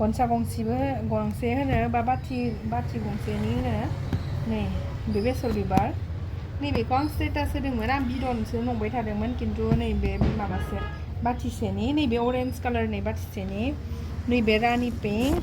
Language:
Bodo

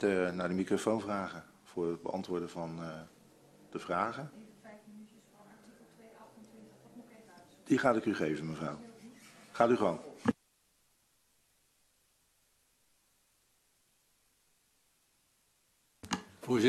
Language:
Dutch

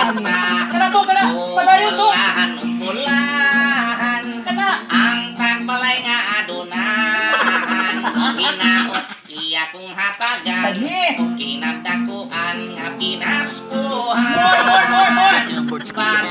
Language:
Cebuano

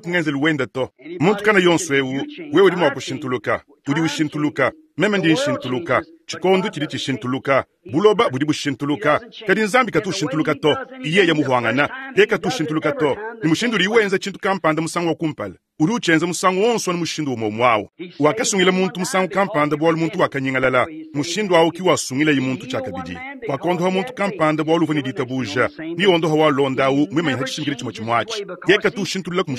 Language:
Luba-Lulua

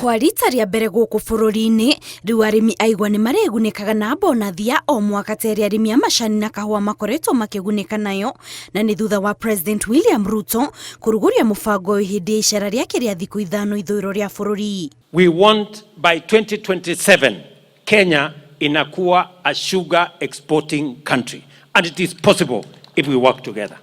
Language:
Kikuyu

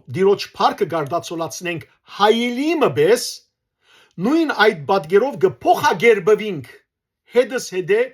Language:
Western Armenian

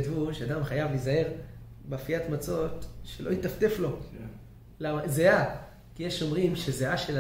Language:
Hebrew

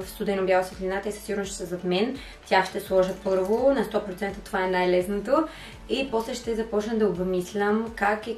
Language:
Bulgarian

